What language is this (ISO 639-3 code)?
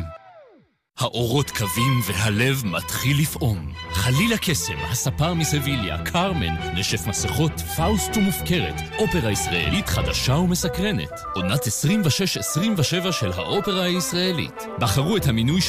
heb